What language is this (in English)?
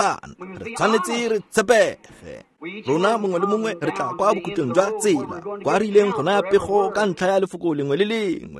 Tswana